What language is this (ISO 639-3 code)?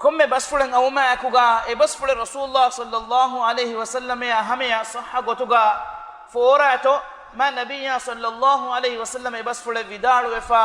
div